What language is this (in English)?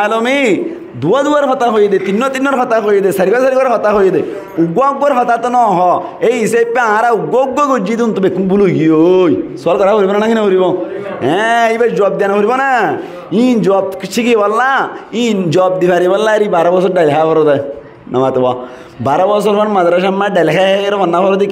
Rohingya